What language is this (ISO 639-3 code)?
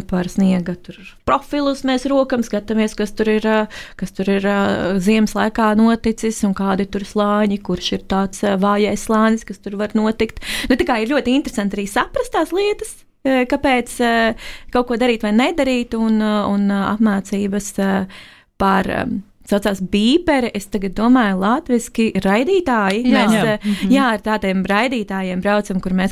lav